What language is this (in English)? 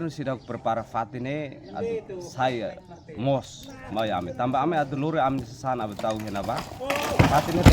Tetum